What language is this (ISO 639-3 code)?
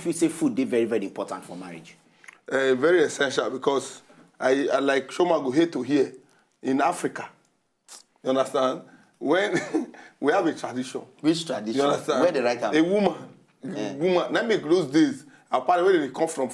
pcm